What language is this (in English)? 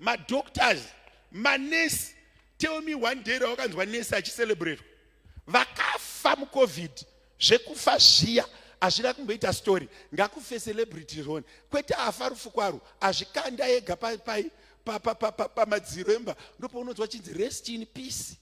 Shona